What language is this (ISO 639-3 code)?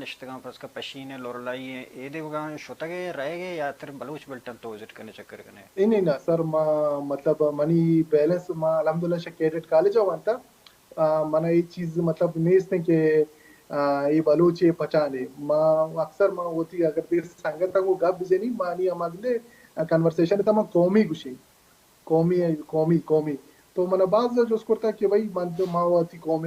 bal